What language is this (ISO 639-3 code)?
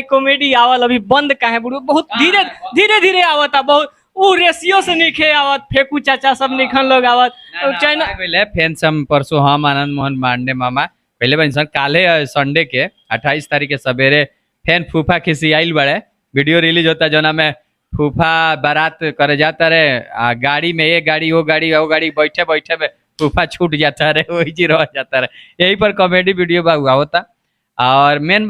bho